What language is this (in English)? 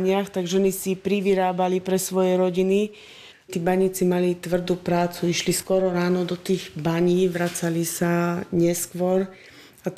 Slovak